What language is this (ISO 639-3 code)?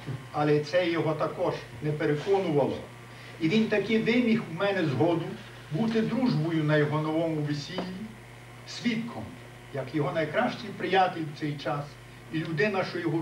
ukr